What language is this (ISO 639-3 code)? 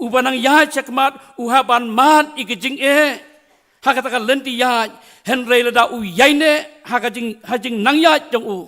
kha